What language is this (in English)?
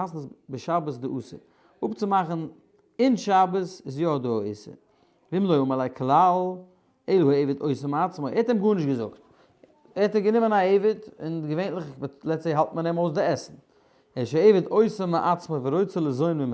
Yiddish